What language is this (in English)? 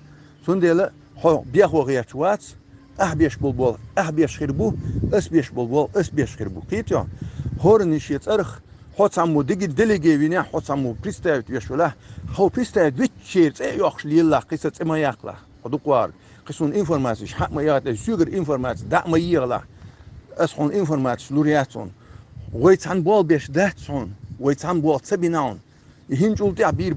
Chechen